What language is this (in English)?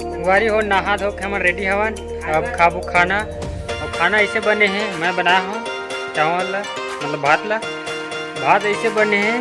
Chhattisgarhi